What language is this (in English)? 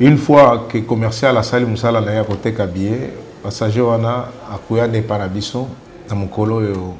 Lingala